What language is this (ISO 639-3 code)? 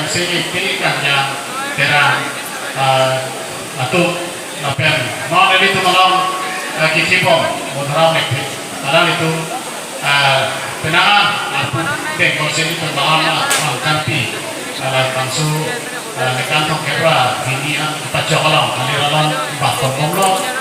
mjw